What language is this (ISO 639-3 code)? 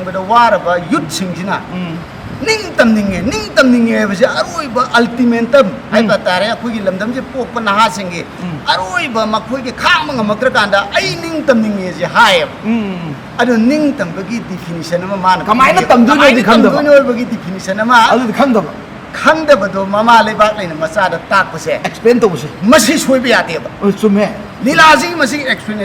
mni